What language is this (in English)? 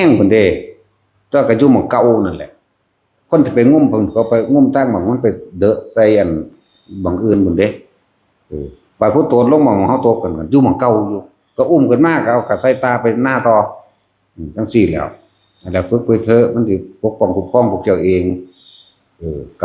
Northeastern Thai